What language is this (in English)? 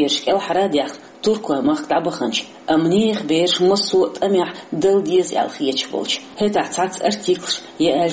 Chechen